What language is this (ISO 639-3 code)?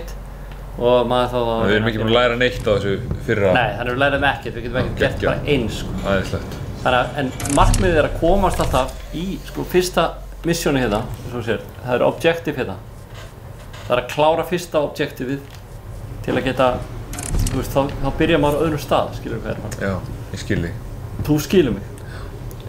isl